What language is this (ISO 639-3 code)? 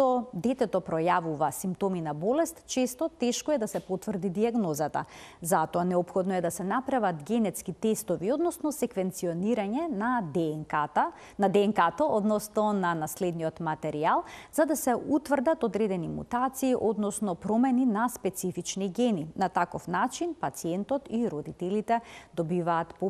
mkd